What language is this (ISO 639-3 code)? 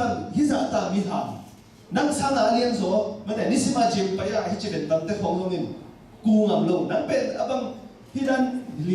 ctd